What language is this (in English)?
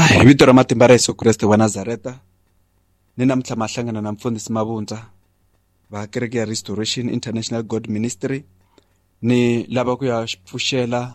Tsonga